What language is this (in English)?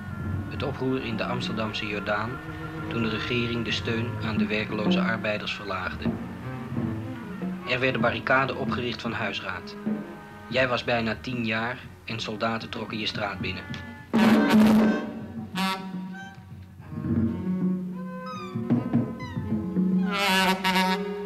Dutch